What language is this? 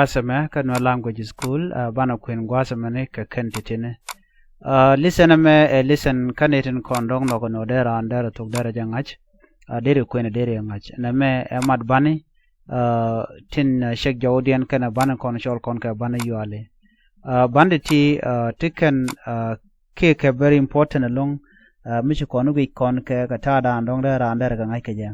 Nuer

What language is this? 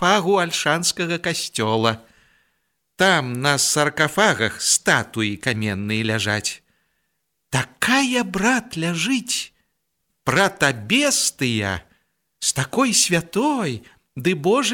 Belarusian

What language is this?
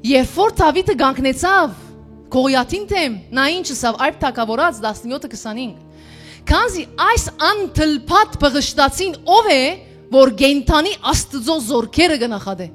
Western Armenian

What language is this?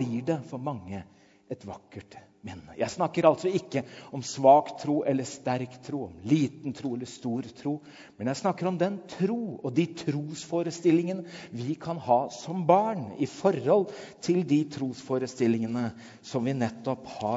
Norwegian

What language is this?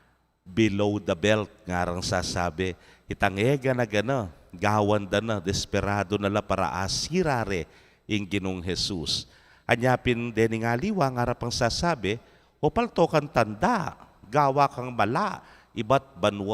Pampanga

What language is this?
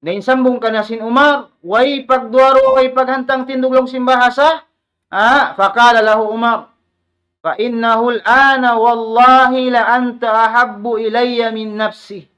Tausug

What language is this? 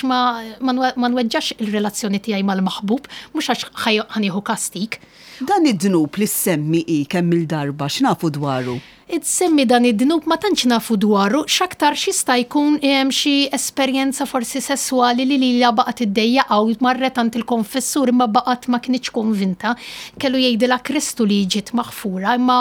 Maltese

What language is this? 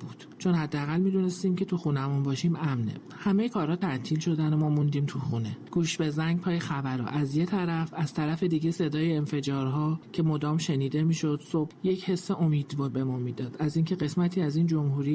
Persian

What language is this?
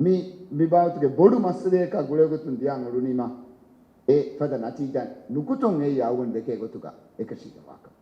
Divehi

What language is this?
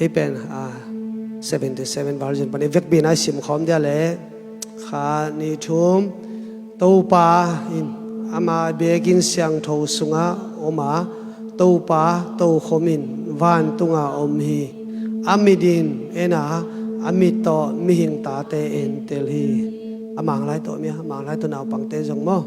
Tedim Chin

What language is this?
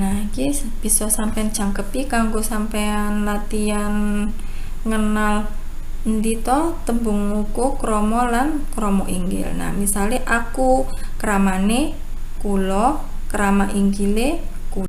Javanese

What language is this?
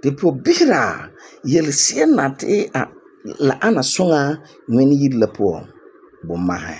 Frafra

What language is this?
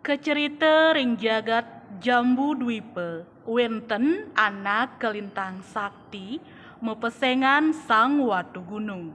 Balinese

